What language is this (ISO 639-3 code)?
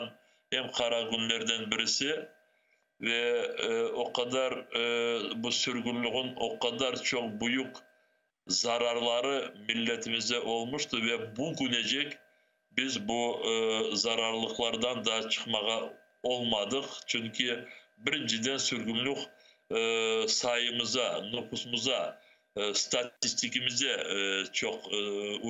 crh